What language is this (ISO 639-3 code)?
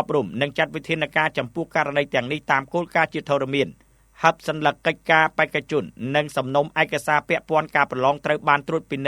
khm